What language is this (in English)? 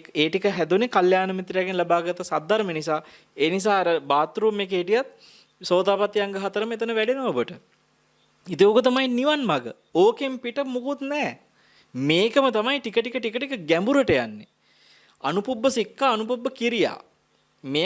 Sinhala